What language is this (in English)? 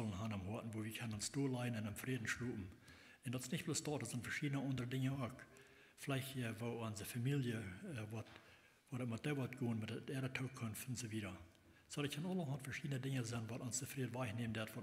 Plautdietsch